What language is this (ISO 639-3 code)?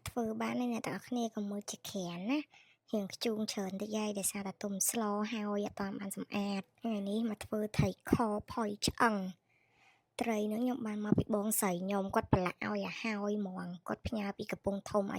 khm